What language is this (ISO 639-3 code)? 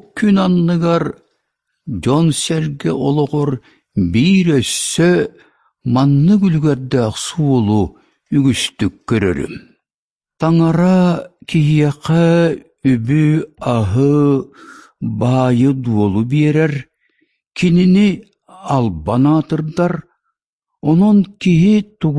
sah